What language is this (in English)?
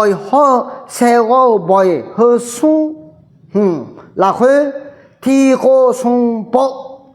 Akha